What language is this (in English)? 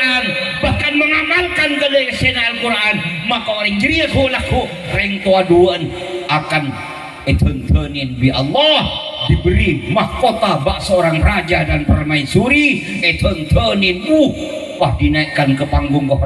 Madurese